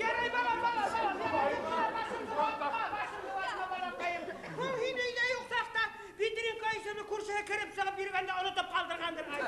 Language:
Bashkir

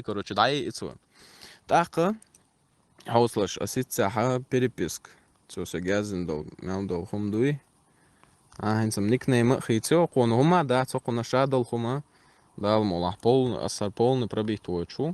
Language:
Chechen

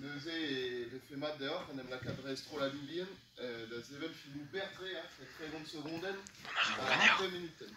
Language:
Breton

